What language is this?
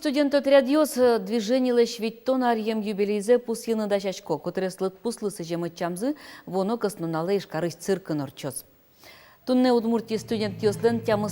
Udmurt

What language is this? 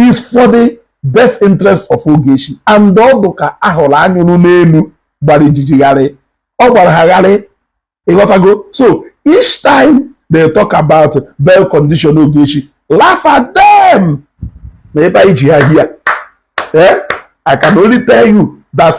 Igbo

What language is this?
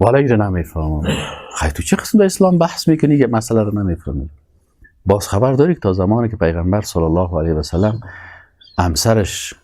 Persian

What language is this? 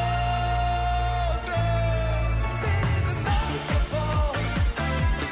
Dutch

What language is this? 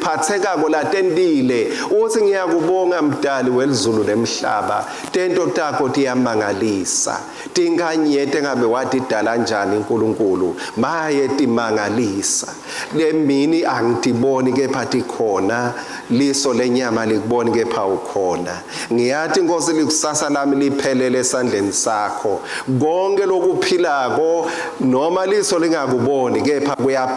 Swati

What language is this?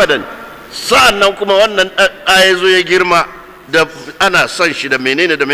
Hausa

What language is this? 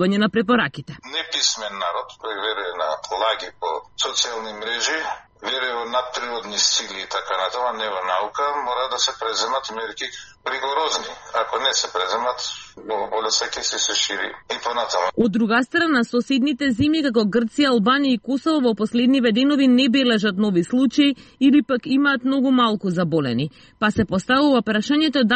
Macedonian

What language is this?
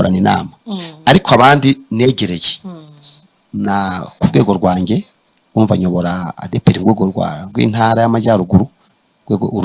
Kinyarwanda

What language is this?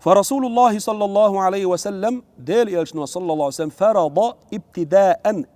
Chechen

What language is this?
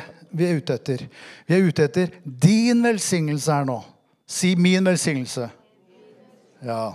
Norwegian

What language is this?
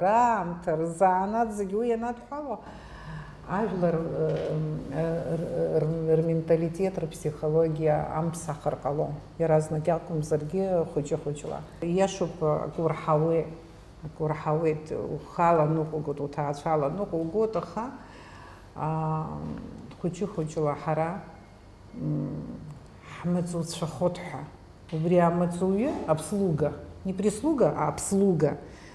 Abkhazian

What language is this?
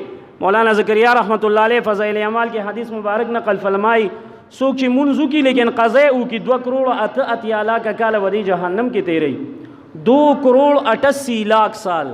Pashto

